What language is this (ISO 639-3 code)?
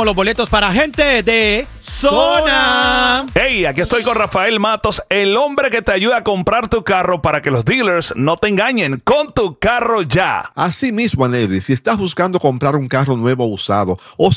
spa